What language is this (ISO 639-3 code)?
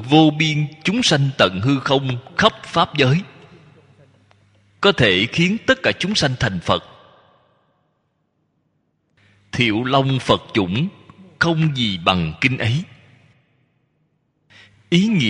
vie